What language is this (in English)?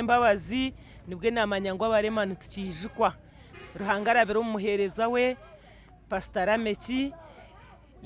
Nyankole